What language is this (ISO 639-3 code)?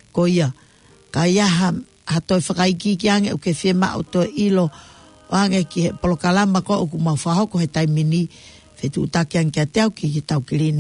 ton